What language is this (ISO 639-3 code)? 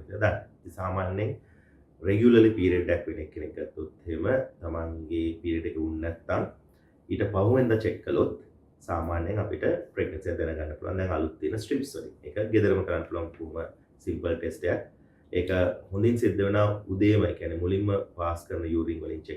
sin